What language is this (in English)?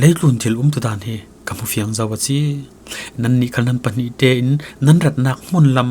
Falam Chin